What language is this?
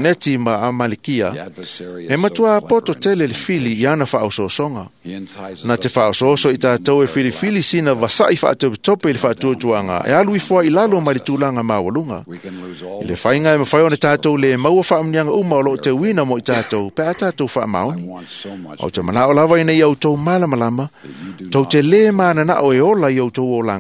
Samoan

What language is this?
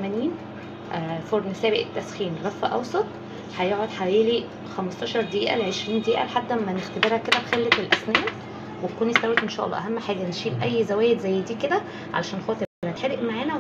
Egyptian Arabic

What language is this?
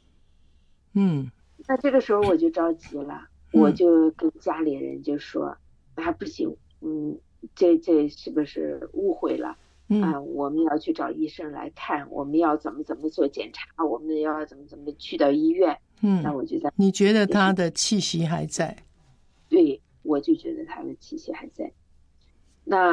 Chinese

